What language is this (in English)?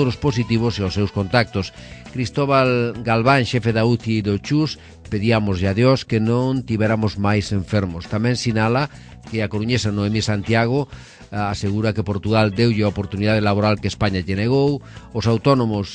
Galician